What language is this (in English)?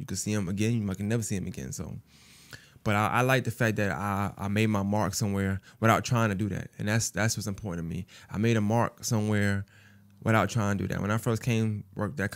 English